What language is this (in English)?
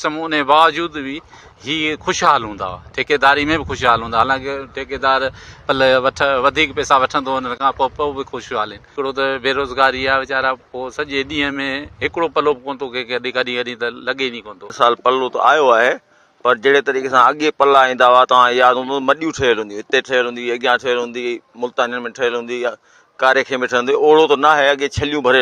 Sindhi